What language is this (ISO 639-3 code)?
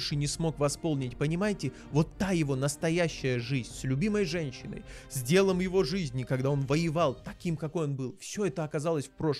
rus